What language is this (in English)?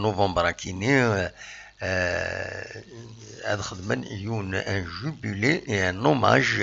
Kabyle